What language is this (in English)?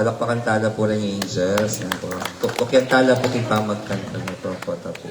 Pampanga